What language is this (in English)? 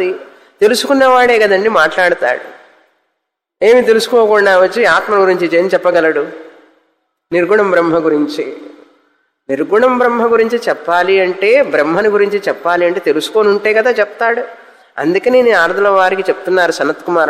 Telugu